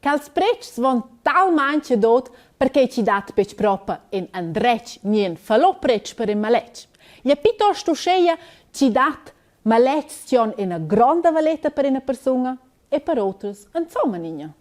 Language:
Romansh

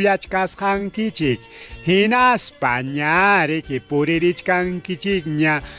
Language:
Ayacucho Quechua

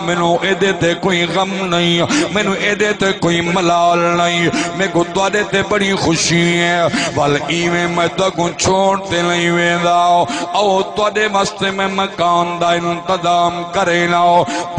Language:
Saraiki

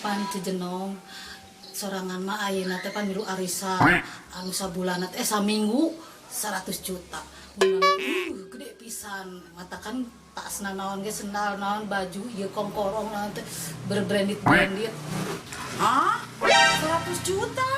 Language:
Sundanese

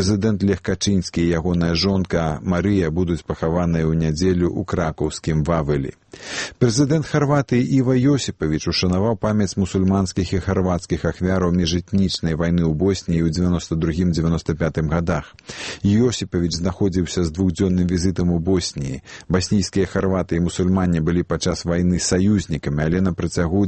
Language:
Belarusian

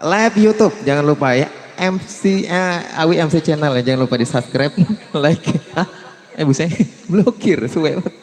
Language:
Betawi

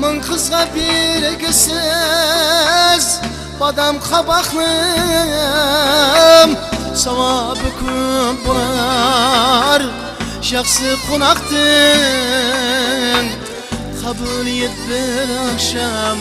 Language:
Kara-Kalpak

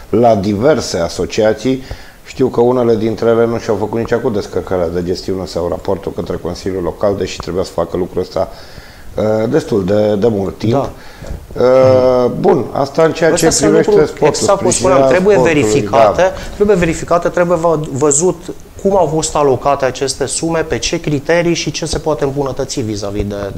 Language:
Romanian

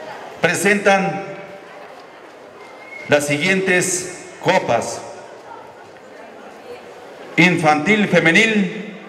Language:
Spanish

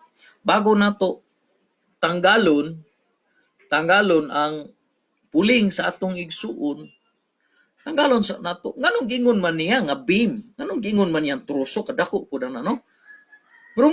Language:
Cebuano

